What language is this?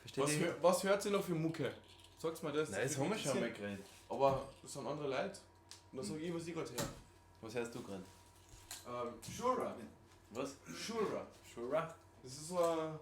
Bavarian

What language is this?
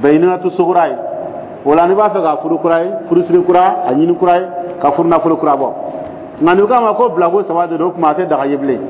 Dyula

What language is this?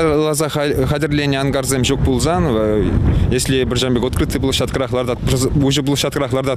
Chuvash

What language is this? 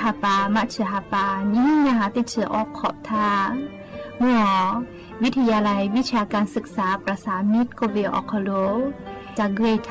Lahu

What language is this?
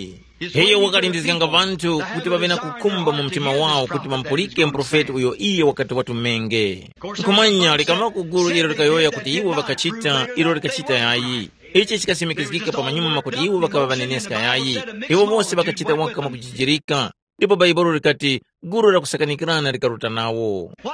Tumbuka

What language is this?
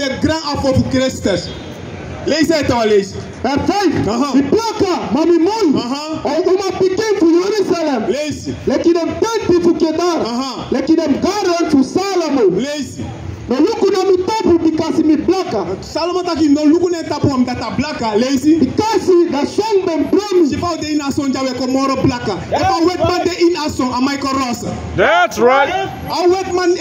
Sranan Tongo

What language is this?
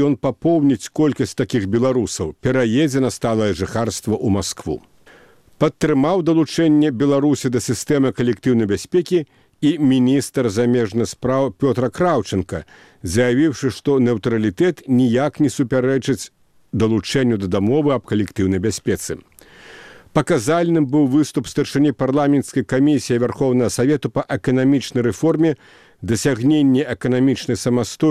Belarusian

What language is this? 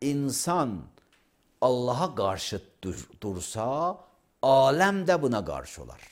Azerbaijani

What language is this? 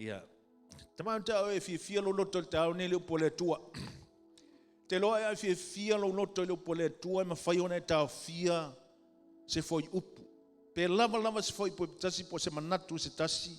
Samoan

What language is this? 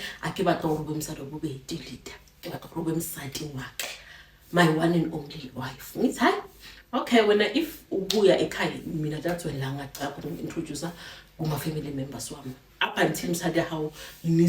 Zulu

